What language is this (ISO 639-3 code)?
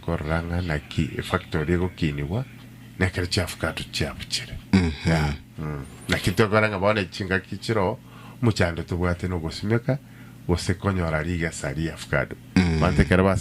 guz